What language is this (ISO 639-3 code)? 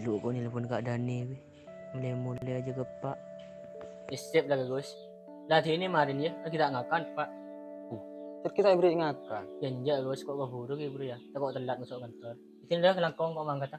mad